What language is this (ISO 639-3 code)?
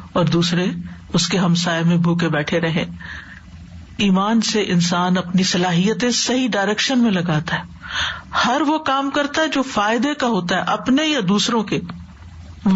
urd